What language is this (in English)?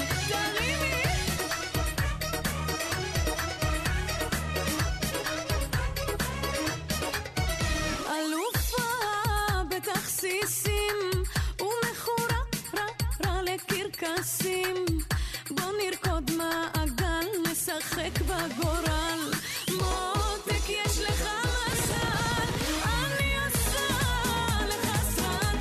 Hebrew